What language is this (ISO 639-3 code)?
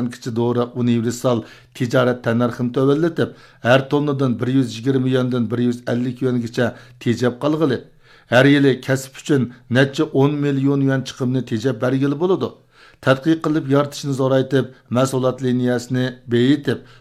uig